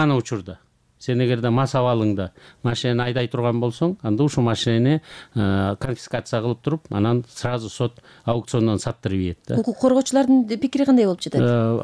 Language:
Kyrgyz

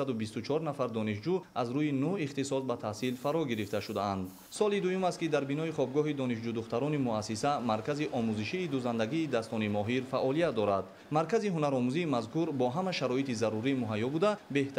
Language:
Tajik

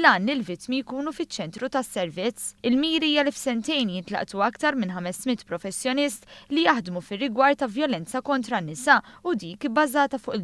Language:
Maltese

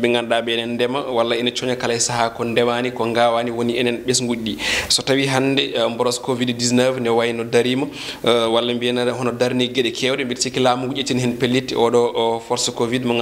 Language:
Fula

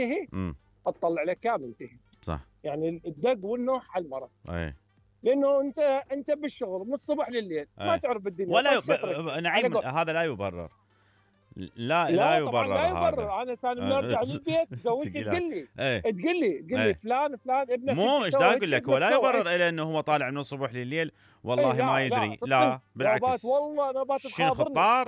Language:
Mesopotamian Arabic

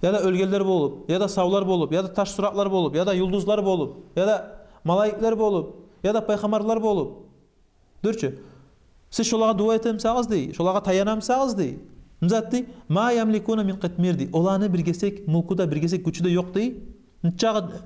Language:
Kumyk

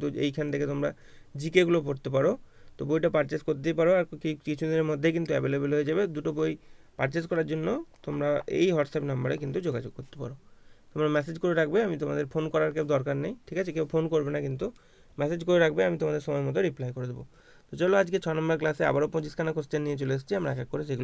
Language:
Bangla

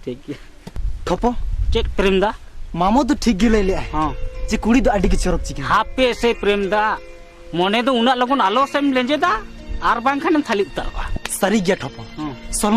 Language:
Santali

